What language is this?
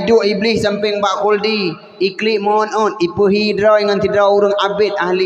Achinese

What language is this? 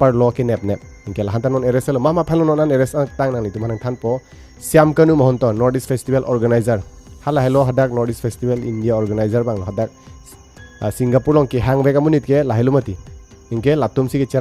Karbi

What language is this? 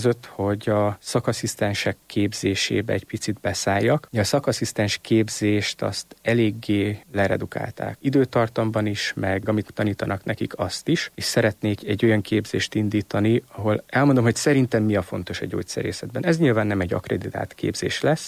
Hungarian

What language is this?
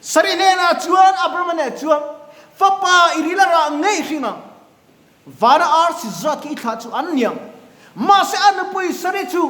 Mizo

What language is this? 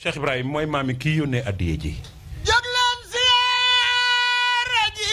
Wolof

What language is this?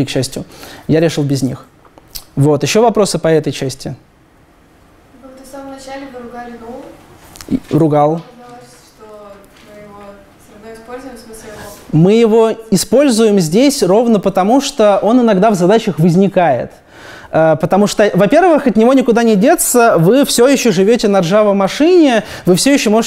Russian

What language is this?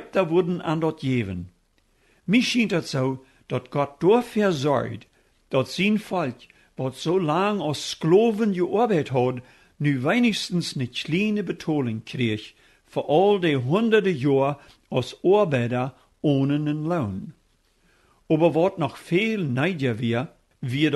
Plautdietsch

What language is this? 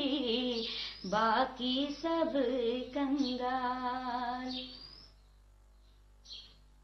Gujarati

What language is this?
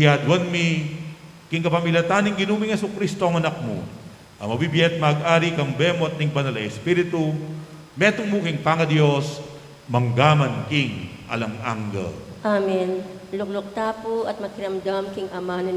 Pampanga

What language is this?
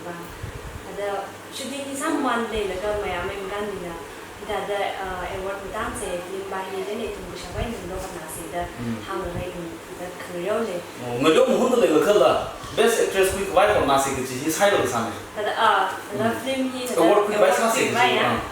Tangkhul Naga (India)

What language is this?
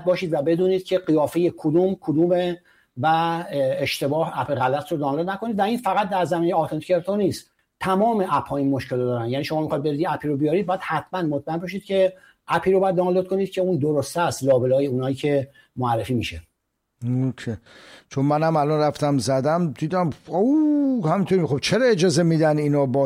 Persian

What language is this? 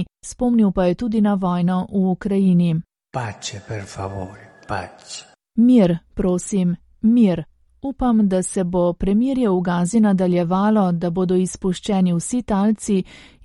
Slovenian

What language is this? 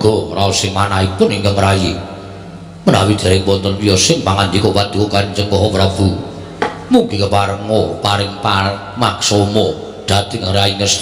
Javanese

